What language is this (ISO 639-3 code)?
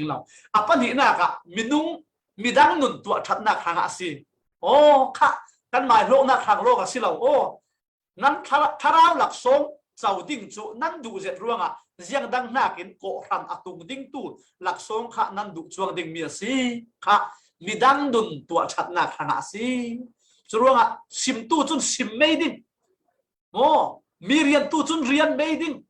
cfm